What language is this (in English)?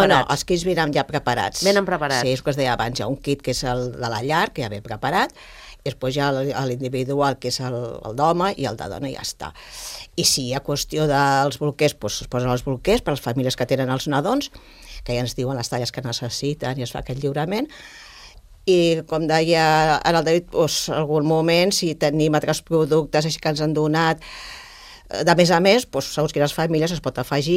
Catalan